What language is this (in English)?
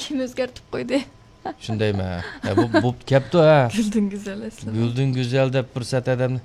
Uyghur